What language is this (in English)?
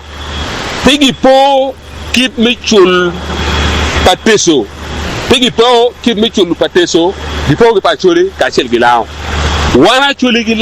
Acoli